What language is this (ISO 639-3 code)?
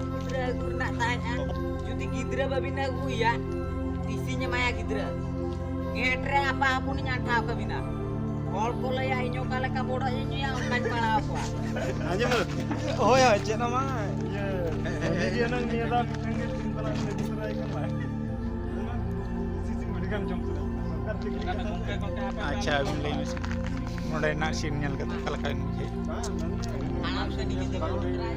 sat